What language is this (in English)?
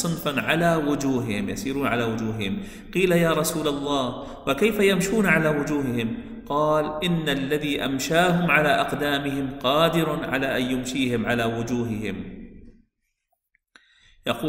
Arabic